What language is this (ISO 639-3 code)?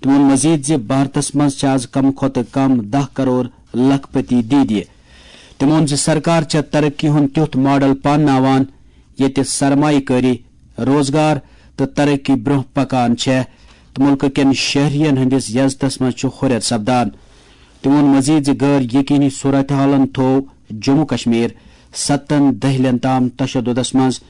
kas